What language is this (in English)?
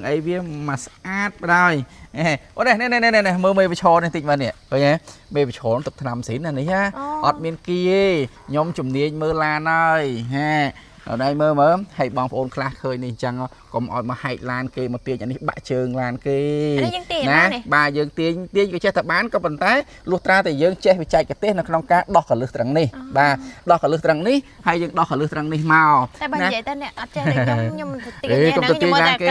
Khmer